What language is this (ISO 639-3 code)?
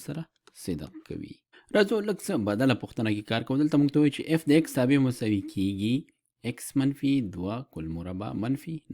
pus